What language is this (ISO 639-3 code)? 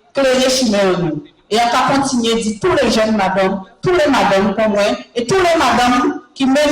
gcf